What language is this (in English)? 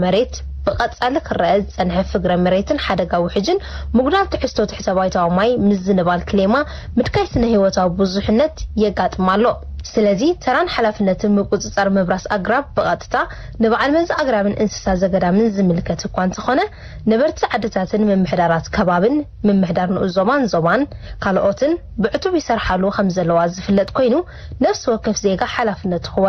Tigrinya